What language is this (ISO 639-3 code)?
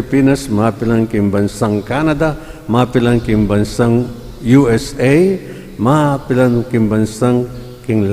pam